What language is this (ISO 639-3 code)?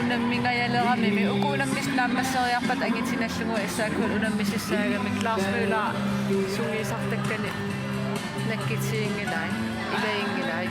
kal